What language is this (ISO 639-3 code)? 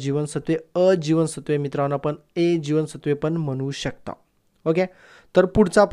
mar